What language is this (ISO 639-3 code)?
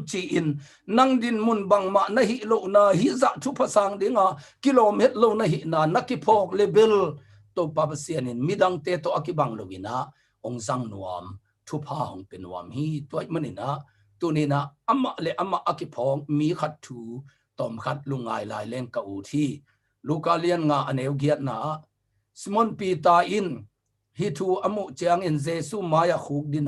ctd